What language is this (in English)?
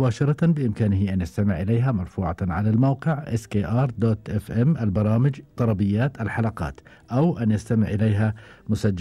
Gulf Arabic